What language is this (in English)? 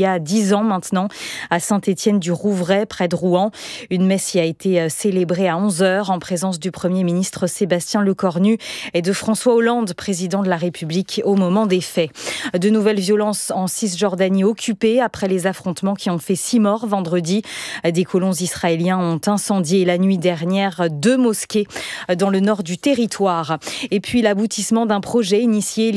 French